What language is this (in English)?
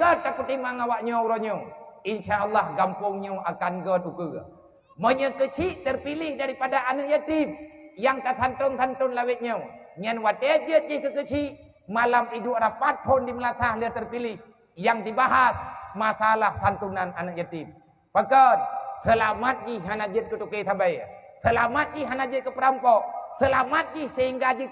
Achinese